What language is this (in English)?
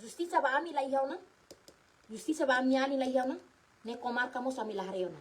Tetum